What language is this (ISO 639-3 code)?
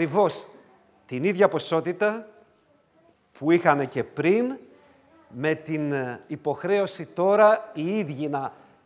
ell